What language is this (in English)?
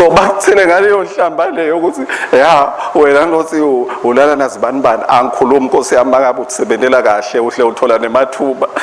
Swati